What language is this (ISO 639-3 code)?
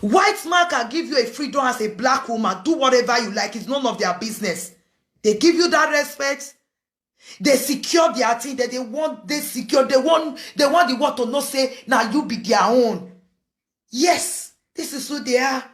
pcm